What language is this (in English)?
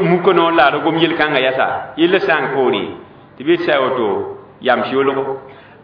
Mossi